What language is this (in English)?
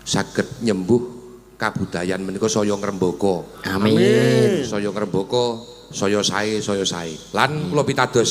Javanese